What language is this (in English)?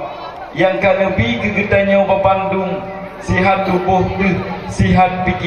Achinese